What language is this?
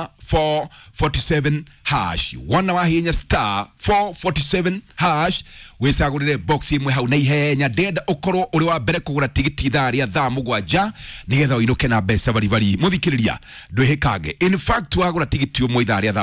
Kikuyu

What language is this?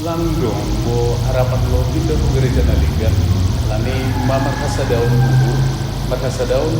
Batak Simalungun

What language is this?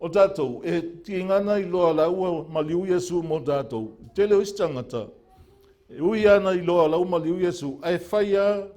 Samoan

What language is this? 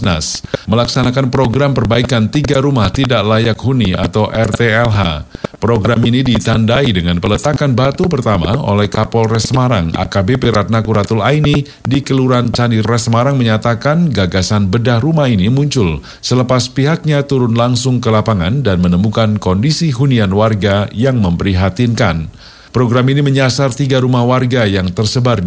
Indonesian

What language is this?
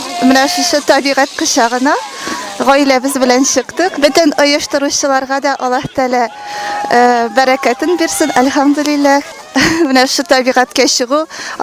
Tatar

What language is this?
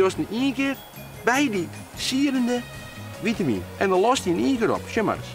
Western Frisian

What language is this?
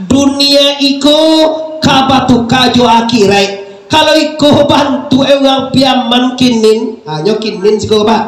Minangkabau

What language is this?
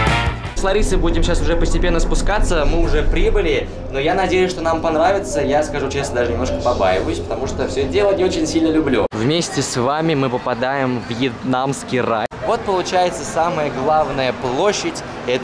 Russian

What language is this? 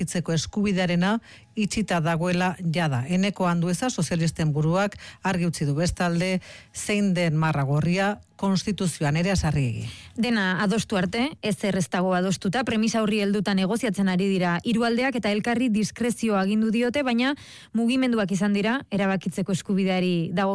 Basque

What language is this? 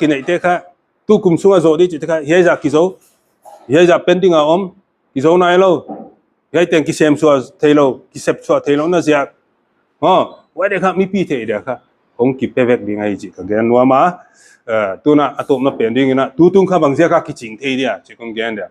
Paite Chin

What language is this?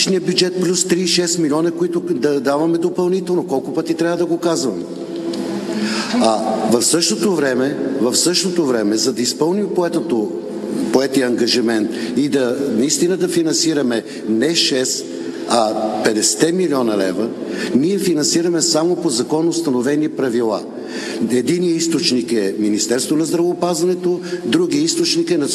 Bulgarian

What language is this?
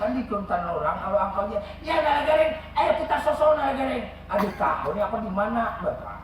Banjar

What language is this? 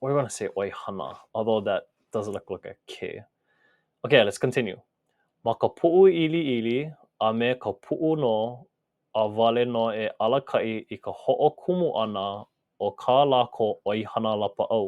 Hawaiian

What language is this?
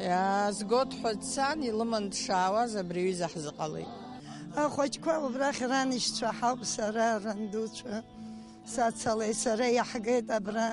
Abkhazian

